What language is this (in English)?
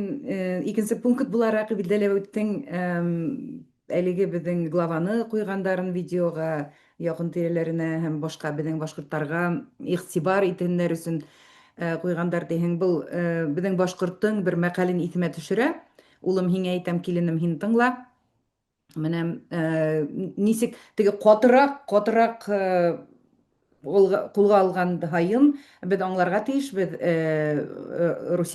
Bashkir